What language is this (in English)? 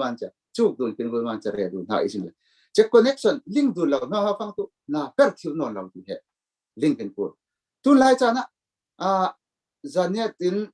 Falam Chin